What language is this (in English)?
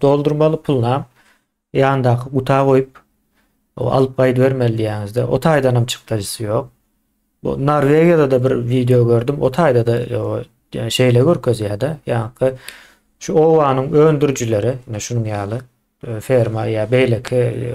Turkmen